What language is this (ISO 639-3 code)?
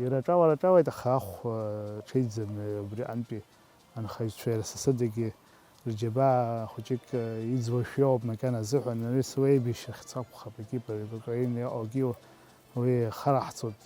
abk